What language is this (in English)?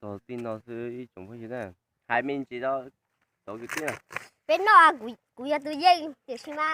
Hmong